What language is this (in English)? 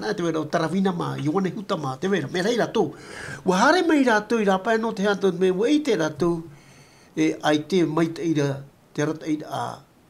Tahitian